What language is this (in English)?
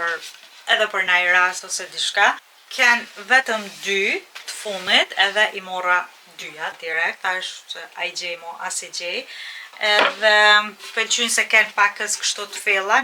Albanian